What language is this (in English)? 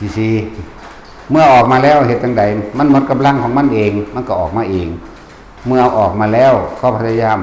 Northeastern Thai